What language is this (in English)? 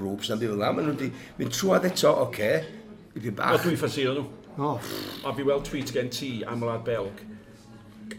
Welsh